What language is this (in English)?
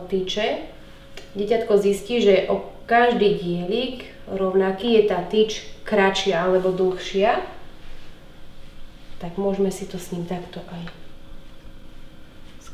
Slovak